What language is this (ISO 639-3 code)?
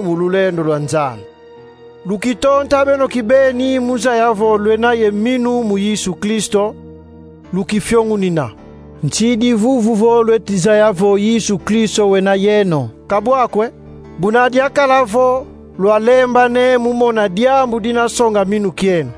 kon